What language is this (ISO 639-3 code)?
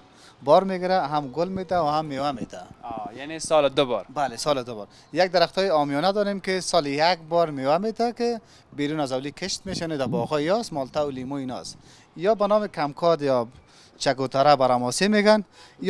fas